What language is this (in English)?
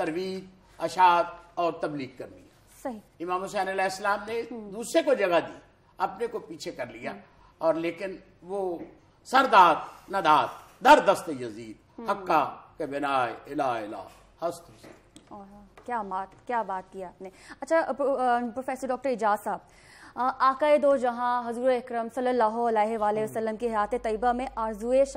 Urdu